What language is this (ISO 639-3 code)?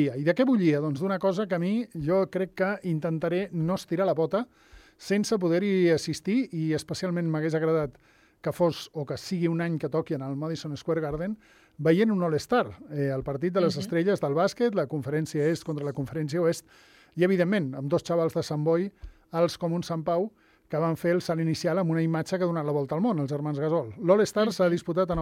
cat